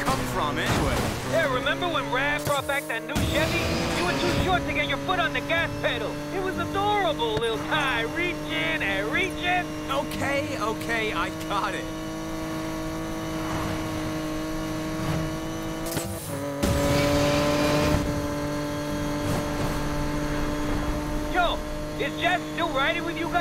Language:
English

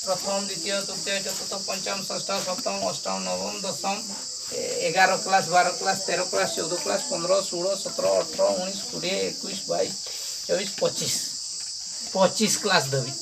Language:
Santali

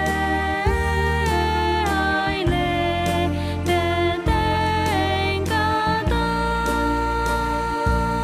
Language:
Rumai Palaung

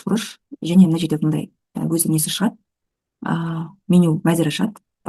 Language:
Kazakh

